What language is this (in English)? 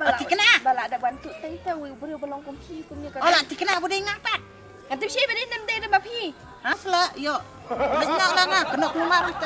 Khasi